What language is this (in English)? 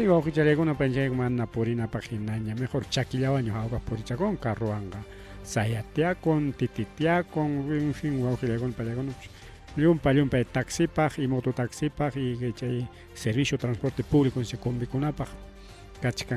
Ayacucho Quechua